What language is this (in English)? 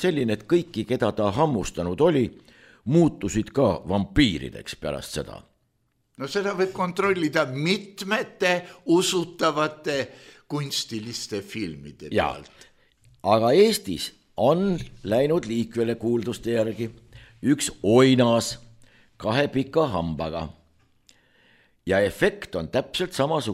Estonian